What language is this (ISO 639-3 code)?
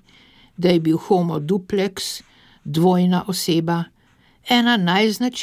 slv